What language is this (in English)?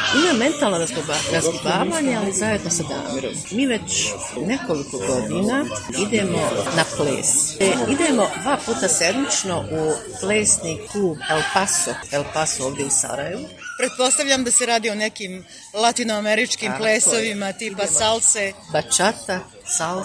Bosnian